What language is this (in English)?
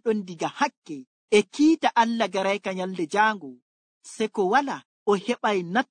Nigerian Fulfulde